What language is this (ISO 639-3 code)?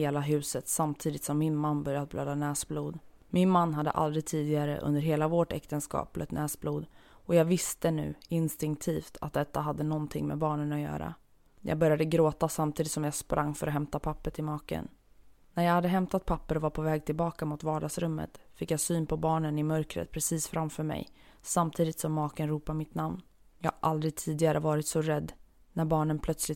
swe